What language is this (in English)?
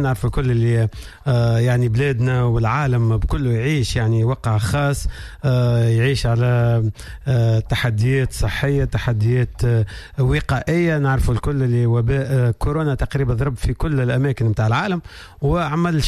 Tunisian Arabic